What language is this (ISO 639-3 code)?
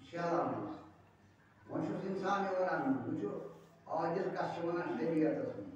kas